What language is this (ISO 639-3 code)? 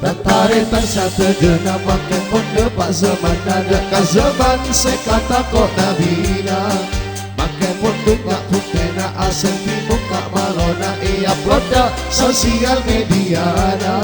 mad